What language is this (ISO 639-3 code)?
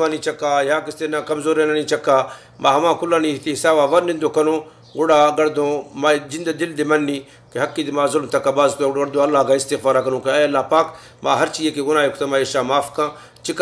bal